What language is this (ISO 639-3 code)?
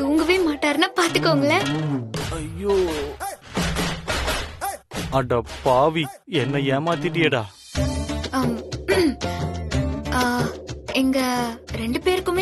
tam